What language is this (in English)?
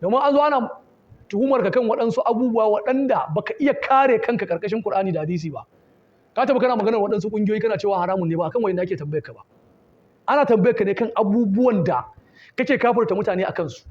Hausa